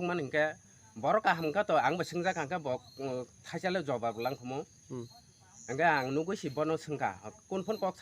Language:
Kok Borok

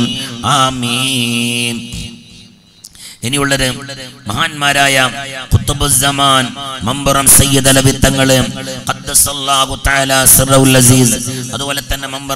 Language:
Malayalam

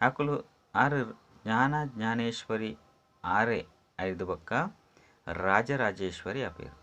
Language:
Tulu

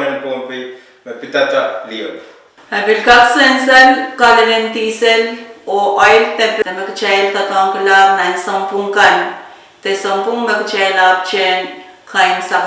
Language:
Pohnpeian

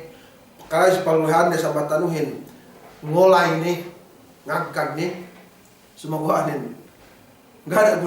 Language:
Yakan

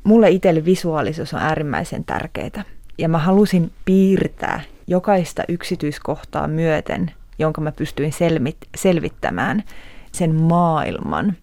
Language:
Finnish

